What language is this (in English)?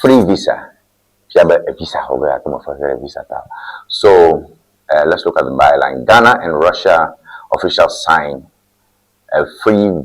Ewe